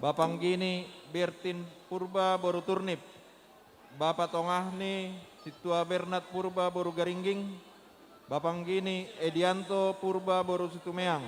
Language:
Batak Simalungun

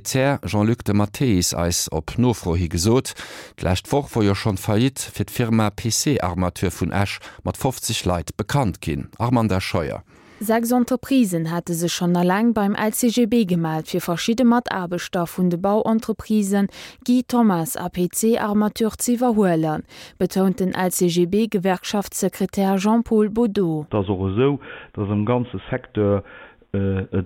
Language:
Luxembourgish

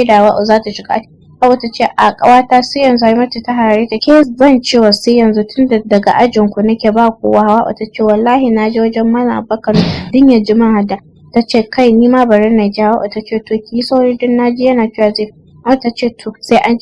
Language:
Hausa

